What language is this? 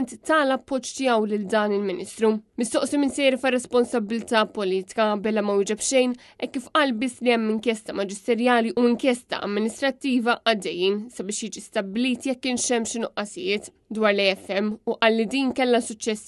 Maltese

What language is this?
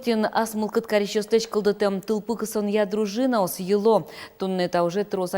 Udmurt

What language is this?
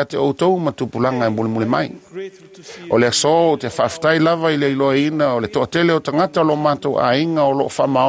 Samoan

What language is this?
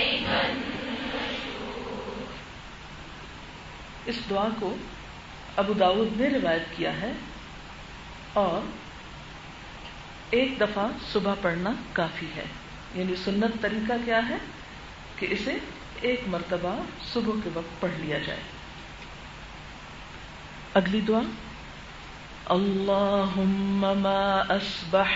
Urdu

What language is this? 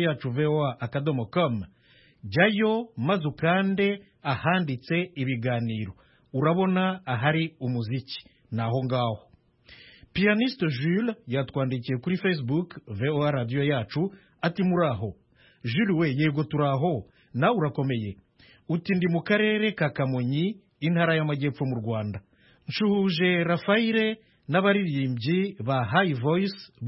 Kinyarwanda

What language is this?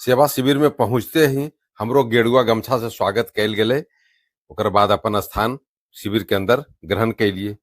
Magahi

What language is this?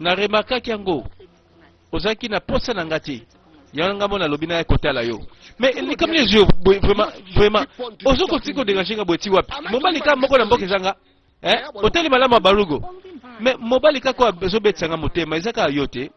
Lingala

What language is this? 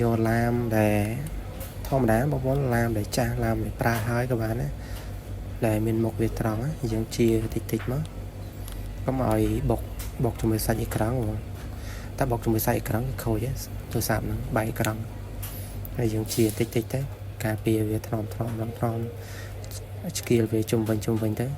Khmer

